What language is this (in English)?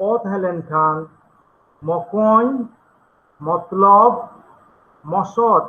Santali